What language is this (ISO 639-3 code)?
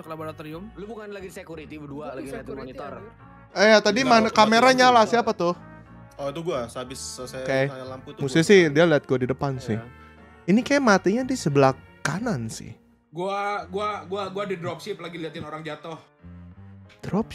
ind